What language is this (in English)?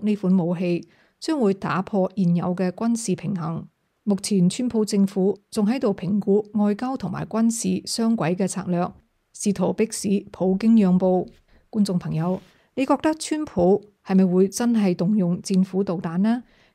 Cantonese